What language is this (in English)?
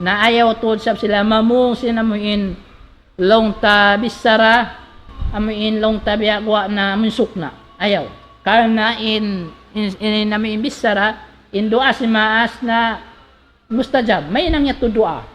Tausug